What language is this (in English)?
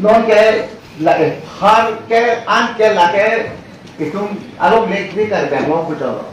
Karbi